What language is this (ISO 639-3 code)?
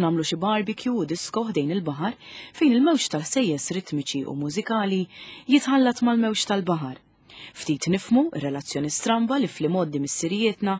mlt